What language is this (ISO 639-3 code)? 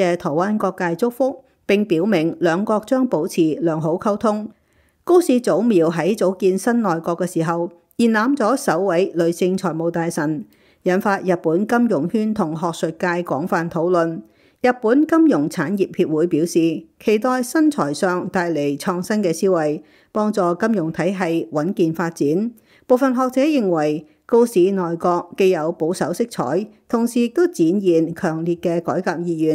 yue